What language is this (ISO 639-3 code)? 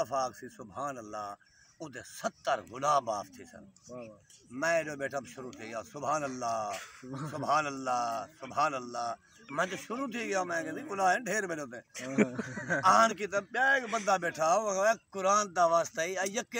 skr